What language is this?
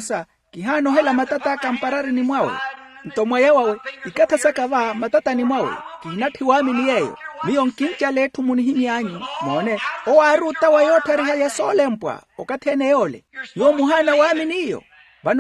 Makhuwa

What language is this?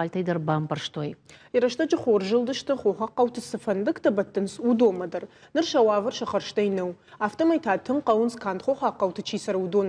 Ossetic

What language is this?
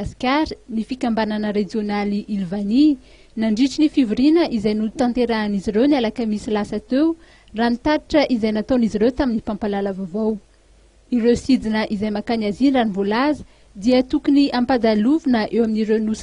Malagasy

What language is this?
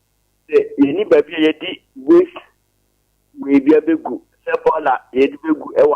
Akan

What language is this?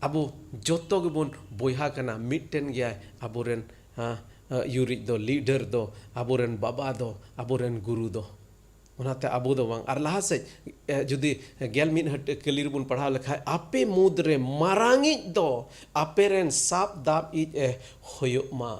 Santali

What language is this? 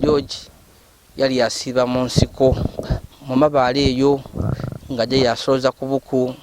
Ganda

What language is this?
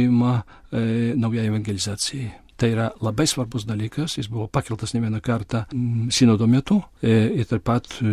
Lithuanian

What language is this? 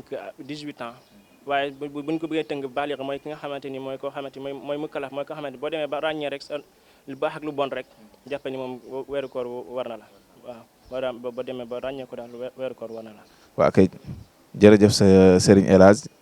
Wolof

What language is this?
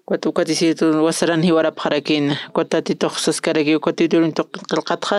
Aymara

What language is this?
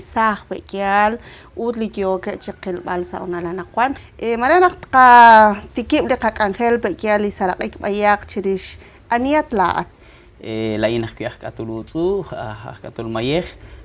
Kekchí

